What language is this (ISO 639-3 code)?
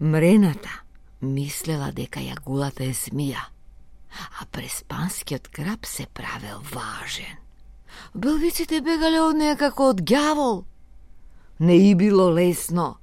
mkd